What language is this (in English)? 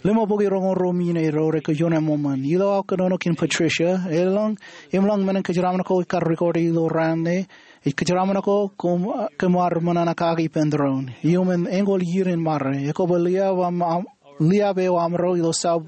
Marshallese